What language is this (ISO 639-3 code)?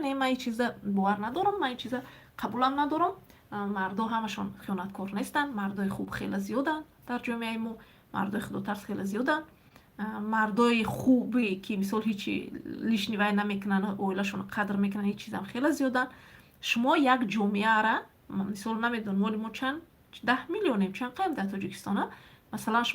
tgk